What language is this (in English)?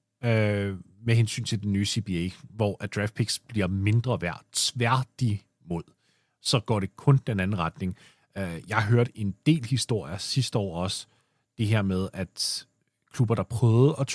Danish